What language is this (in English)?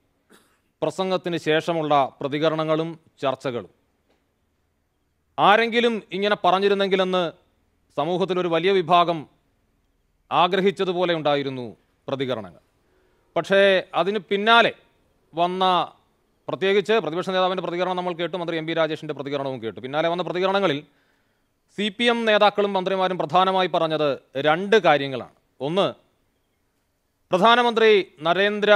Malayalam